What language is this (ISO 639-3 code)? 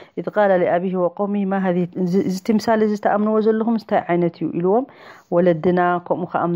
tir